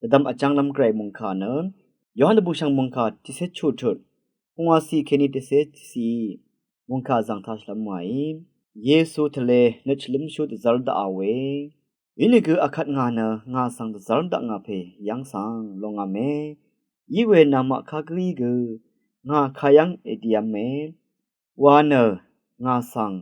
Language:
Rawang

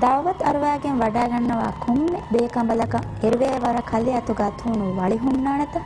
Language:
Divehi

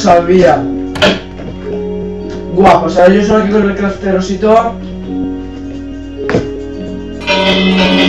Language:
Spanish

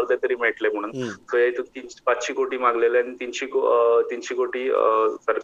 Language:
Konkani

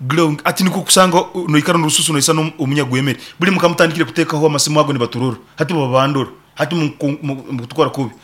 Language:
Nyankole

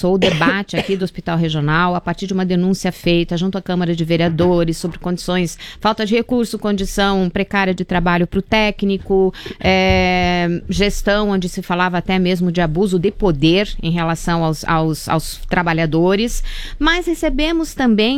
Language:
Portuguese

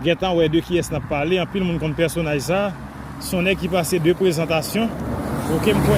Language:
Haitian Creole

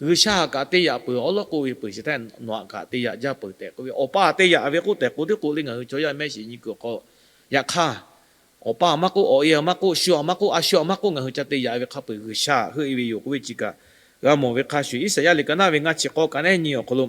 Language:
Lahu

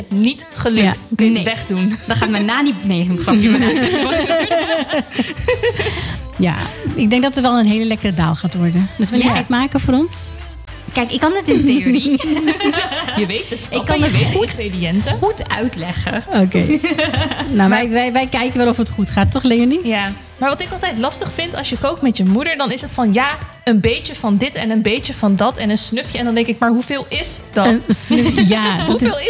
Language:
Dutch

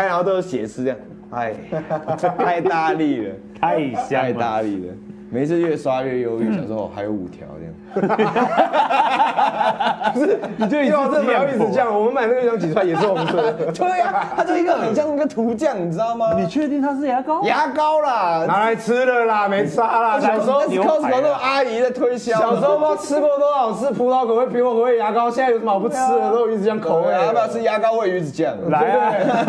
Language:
Chinese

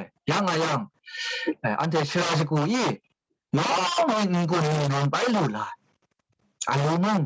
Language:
Kachin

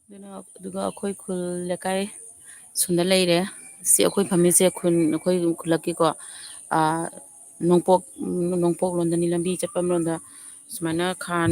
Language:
Manipuri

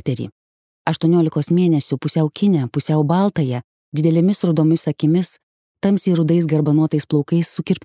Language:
Lithuanian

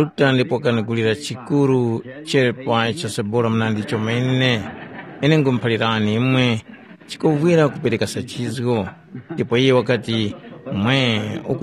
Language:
Tumbuka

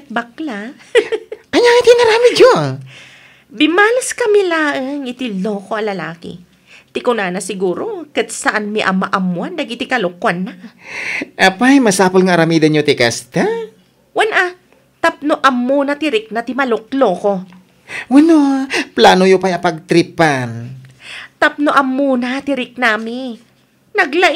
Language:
Iloko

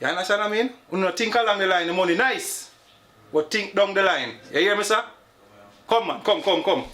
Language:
Jamaican Creole English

